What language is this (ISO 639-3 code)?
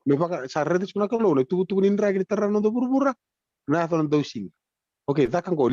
fij